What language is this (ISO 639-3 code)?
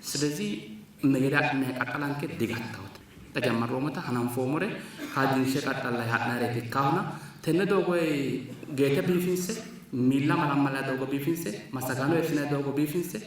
sid